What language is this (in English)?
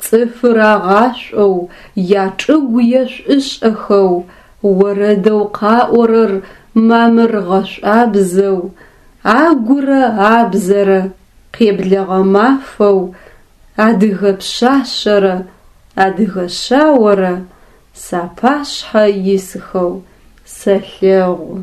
Adyghe